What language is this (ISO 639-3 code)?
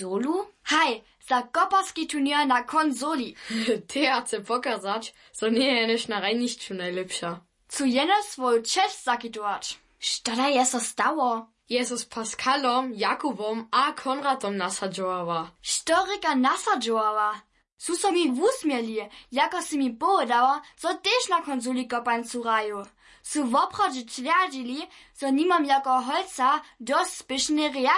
hsb